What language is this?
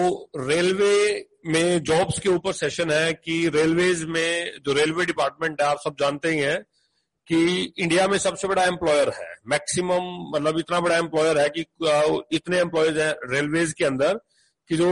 Hindi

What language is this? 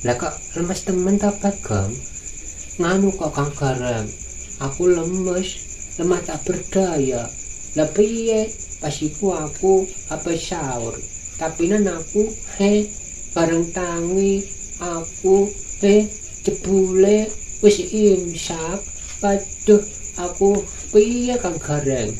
Javanese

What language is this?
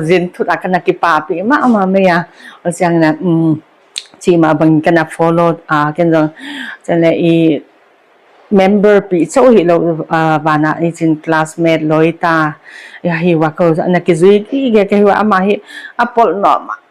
Paite Chin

